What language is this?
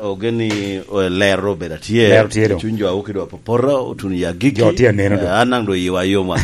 Lango (Uganda)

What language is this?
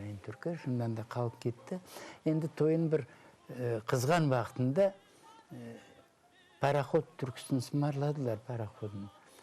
Crimean Tatar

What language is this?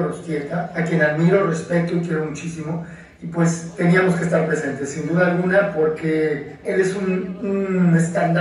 Spanish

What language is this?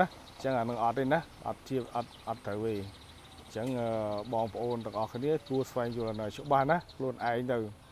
Khmer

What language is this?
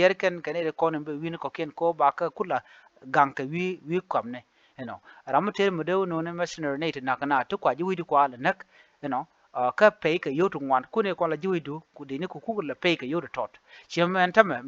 Nuer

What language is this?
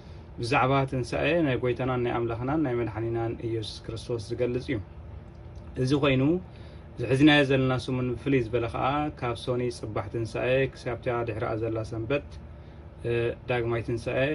Tigrinya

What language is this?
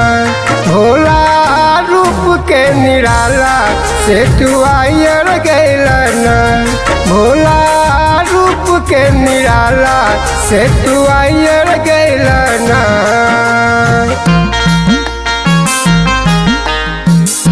Bhojpuri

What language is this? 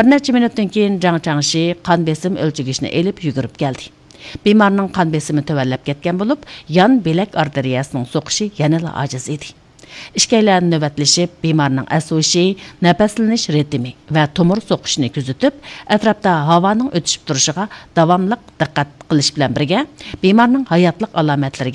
Uyghur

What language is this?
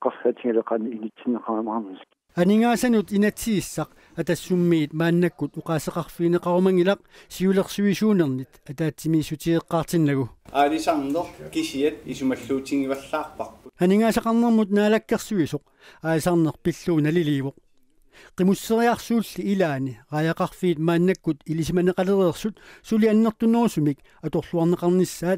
Kalaallisut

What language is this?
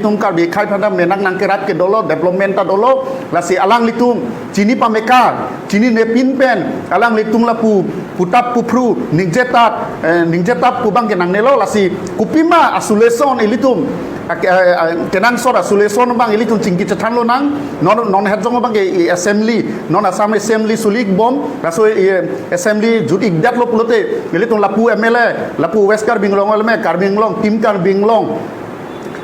Karbi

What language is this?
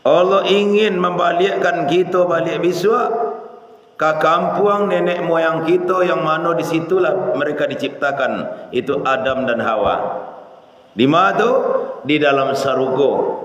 Minangkabau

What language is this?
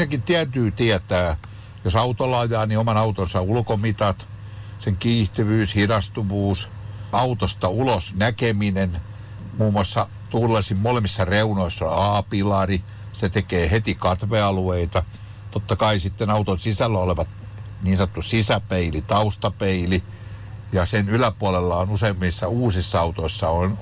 Finnish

